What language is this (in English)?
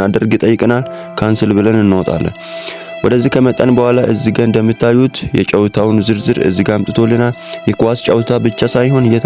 Amharic